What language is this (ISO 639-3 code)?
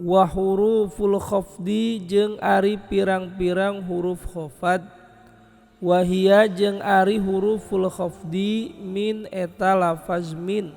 sun